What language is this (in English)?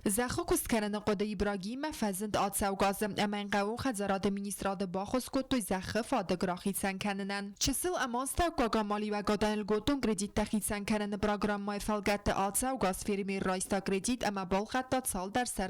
Ossetic